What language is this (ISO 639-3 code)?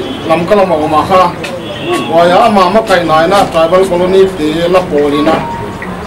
pck